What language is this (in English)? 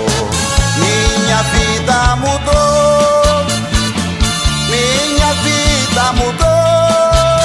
Portuguese